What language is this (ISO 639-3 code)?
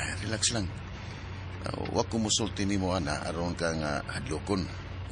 ceb